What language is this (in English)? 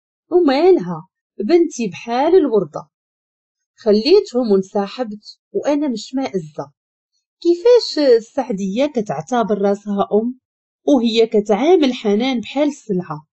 Moroccan Arabic